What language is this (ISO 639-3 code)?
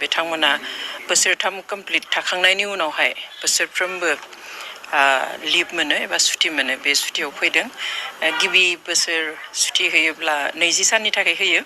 brx